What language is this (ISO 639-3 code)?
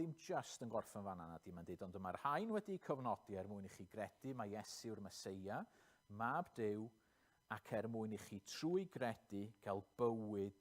cym